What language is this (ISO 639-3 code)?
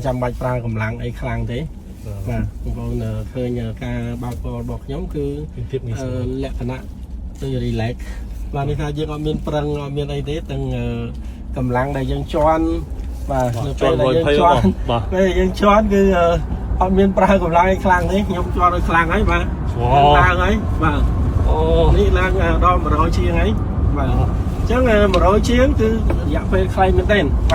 khm